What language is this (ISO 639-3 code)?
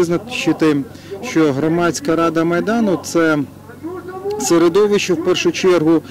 ukr